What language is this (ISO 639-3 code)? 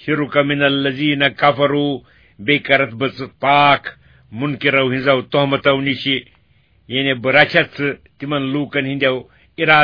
kas